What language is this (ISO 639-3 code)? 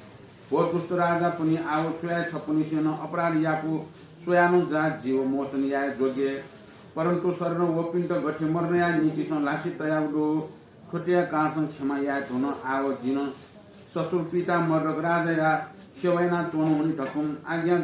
new